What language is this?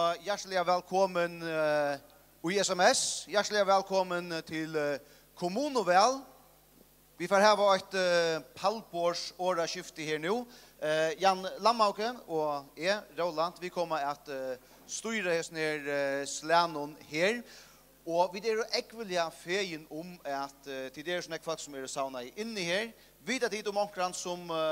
Faroese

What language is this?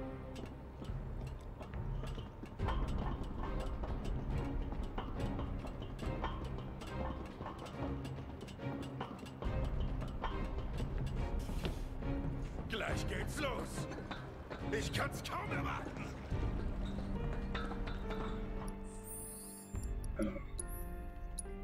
German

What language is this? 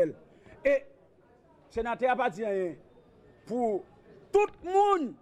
Haitian Creole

